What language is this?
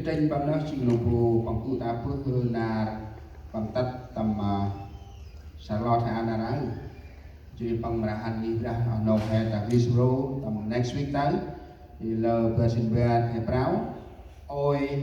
Central Mnong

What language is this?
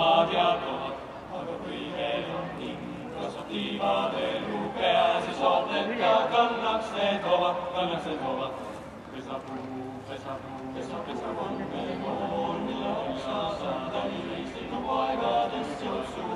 Estonian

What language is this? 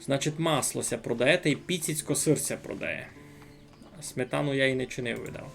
Rusyn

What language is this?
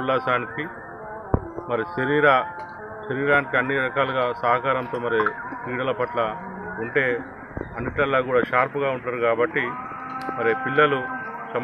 Telugu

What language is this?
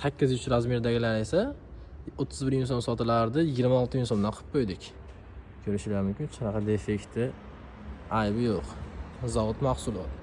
Uzbek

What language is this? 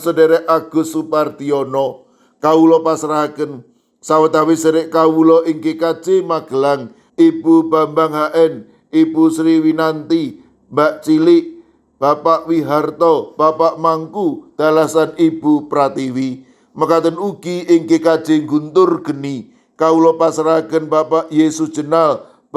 Javanese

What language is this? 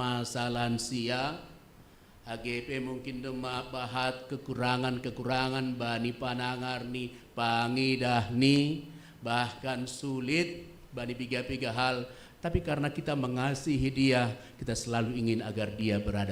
Batak Simalungun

